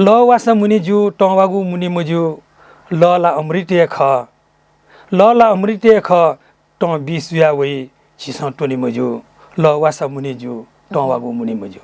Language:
Newari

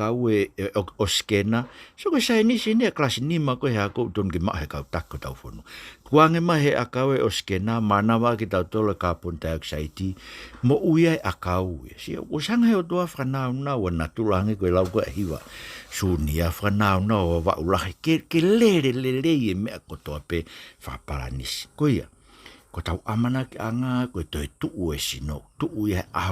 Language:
Tongan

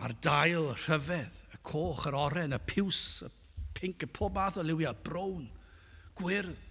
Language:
Welsh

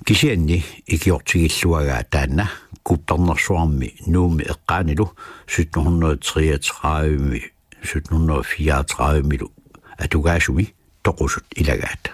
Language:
Kalaallisut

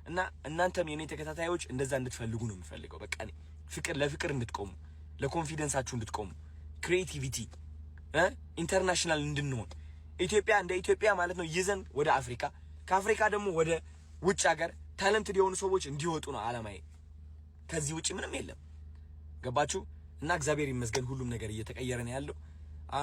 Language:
Amharic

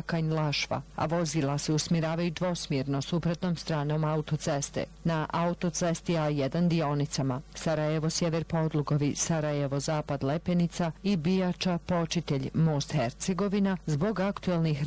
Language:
Bosnian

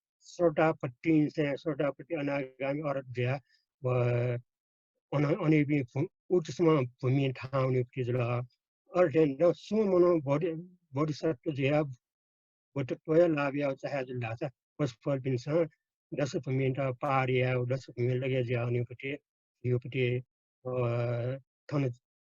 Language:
Newari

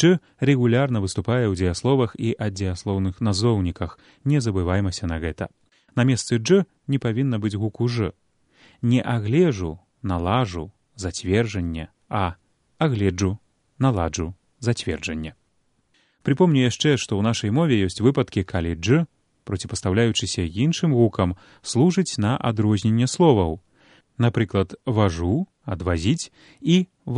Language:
Belarusian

